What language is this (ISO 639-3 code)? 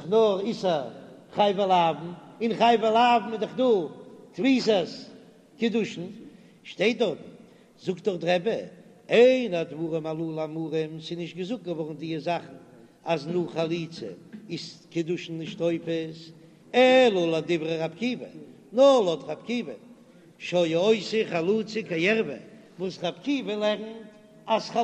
yid